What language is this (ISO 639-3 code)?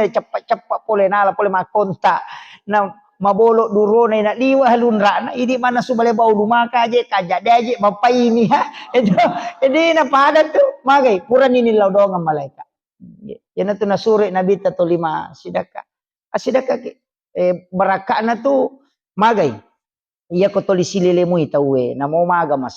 bug